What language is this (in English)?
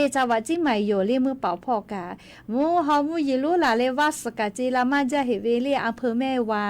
Lahu